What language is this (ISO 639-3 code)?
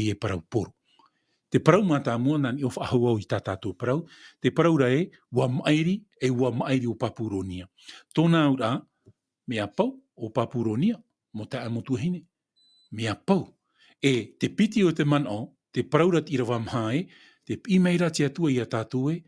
tah